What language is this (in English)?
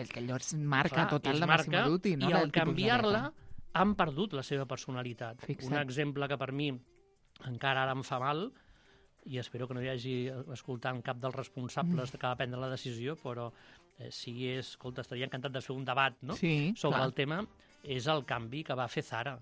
Catalan